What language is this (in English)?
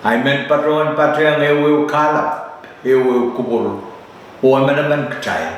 Pohnpeian